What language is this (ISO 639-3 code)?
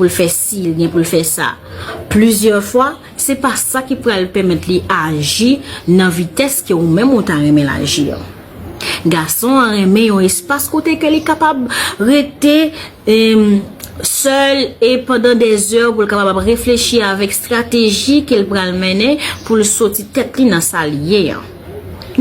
hat